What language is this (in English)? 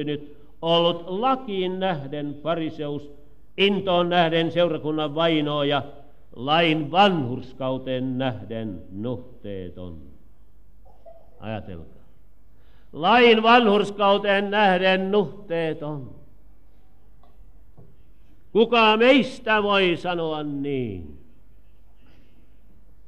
Finnish